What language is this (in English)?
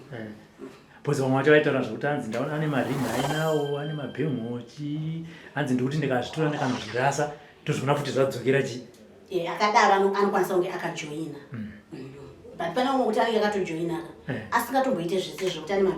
Shona